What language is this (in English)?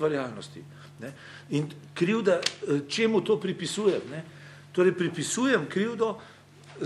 Slovenian